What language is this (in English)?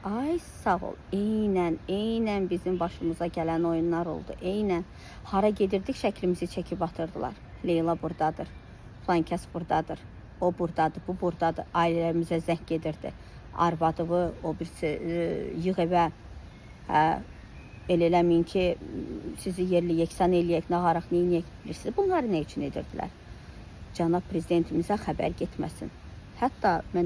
Azerbaijani